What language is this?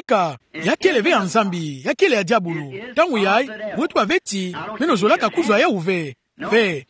Kituba (Democratic Republic of Congo)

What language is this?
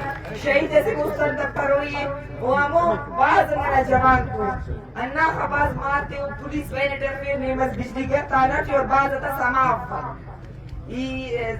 Brahui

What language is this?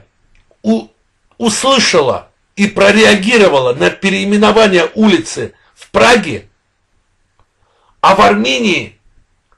Russian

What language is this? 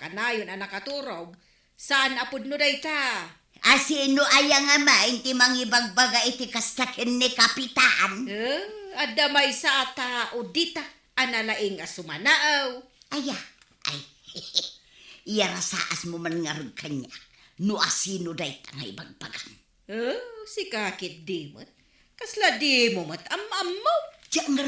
Iloko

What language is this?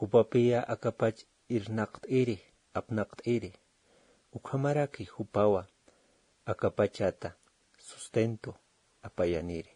Aymara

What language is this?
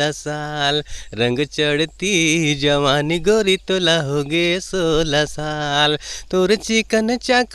Chhattisgarhi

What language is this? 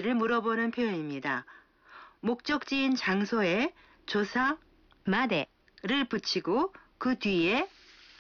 Korean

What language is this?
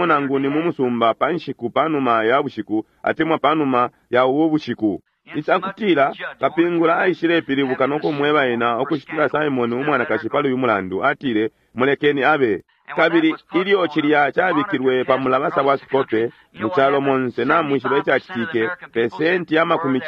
Bemba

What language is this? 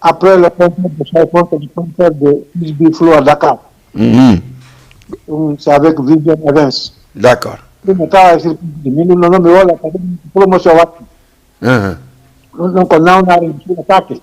Fula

